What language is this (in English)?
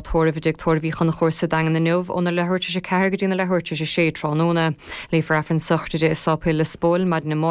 Irish